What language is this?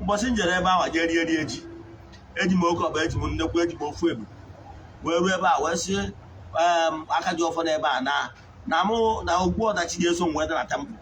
Igbo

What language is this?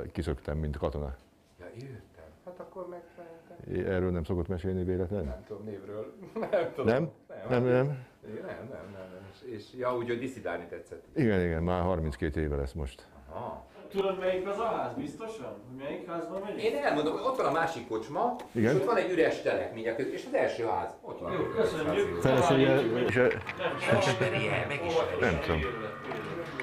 Hungarian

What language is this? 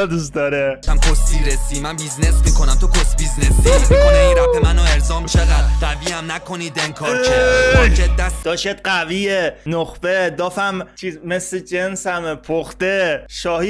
Persian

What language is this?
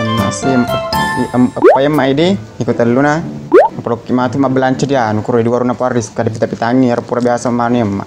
Buginese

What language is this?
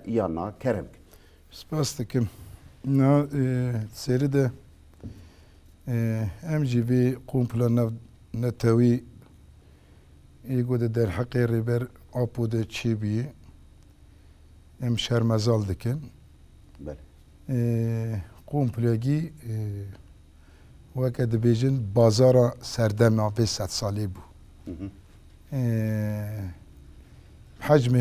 Kurdish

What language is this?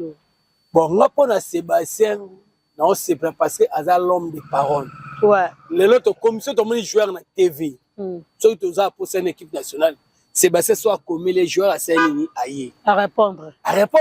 Lingala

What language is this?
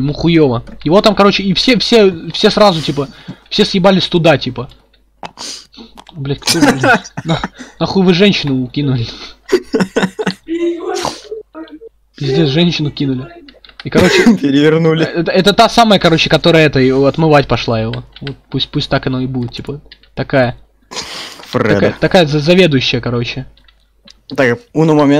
Russian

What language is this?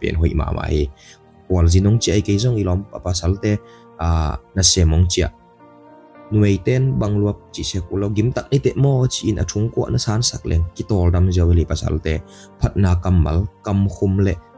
Tedim Chin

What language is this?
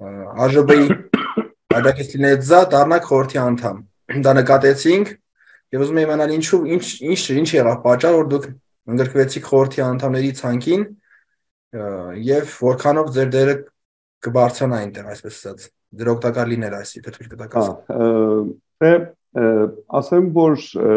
Armenian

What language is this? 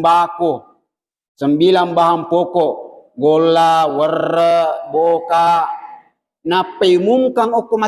Buginese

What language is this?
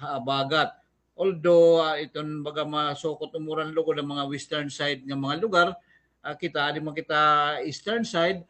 Waray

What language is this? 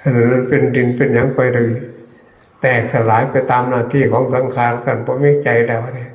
Northeastern Thai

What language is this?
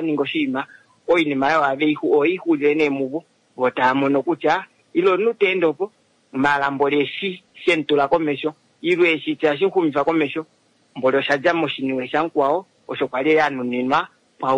Kuanyama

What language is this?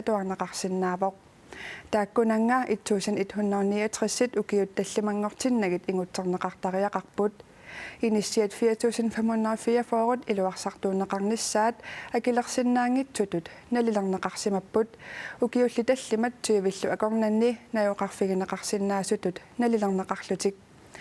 Kalaallisut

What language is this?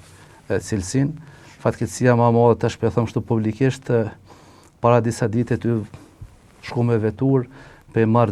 Albanian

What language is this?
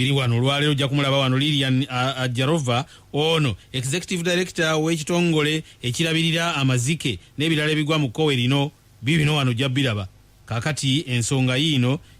Ganda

